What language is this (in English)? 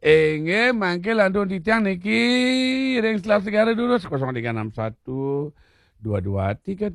Balinese